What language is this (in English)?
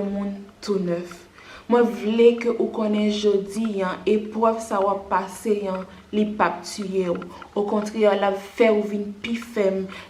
Haitian Creole